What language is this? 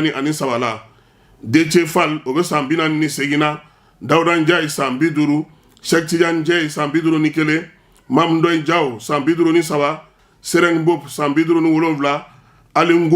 Bambara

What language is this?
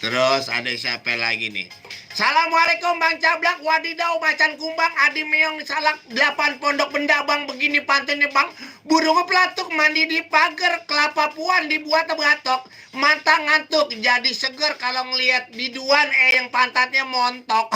Betawi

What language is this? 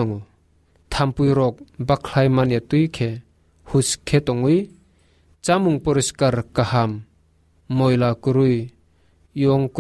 Kok Borok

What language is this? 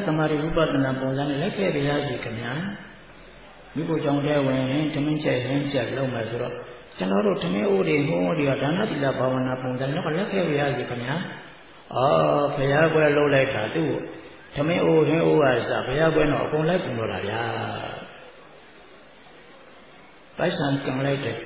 Burmese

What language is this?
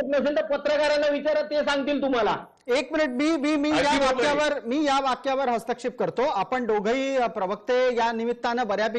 Marathi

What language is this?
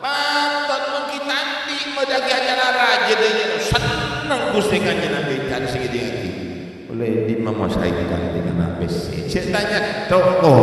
Madurese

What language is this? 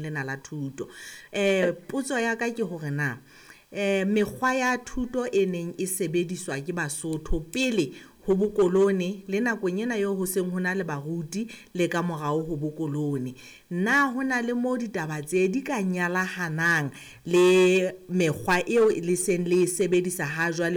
Southern Sotho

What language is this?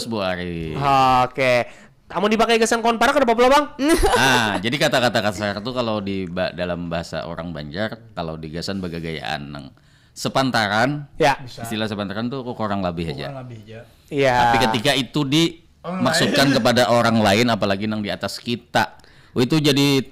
Banjar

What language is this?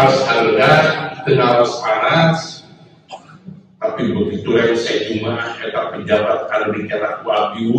Sundanese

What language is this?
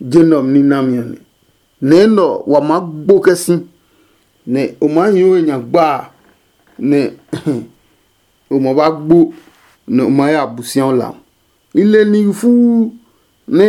Adangme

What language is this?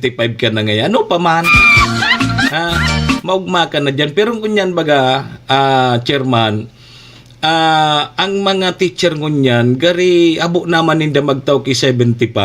Bikol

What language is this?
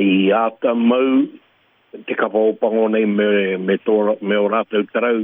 Māori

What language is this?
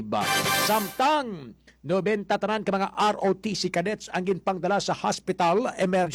Hiligaynon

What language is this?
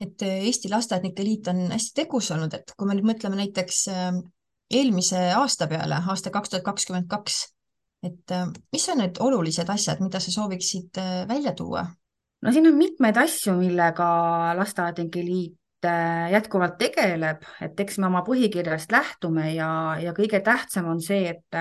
Estonian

